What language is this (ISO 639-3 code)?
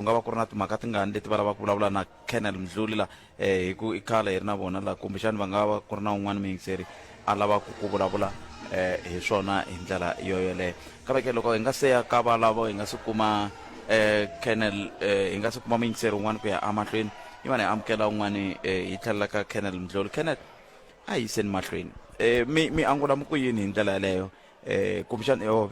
tso